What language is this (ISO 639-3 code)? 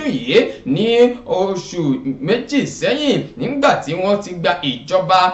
yor